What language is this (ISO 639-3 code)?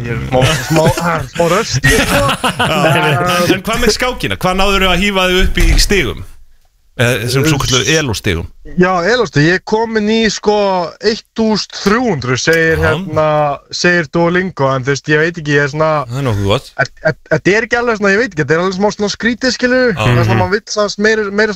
isl